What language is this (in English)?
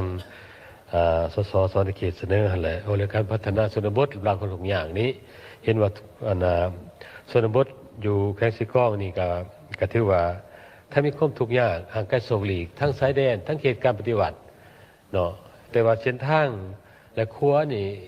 Lao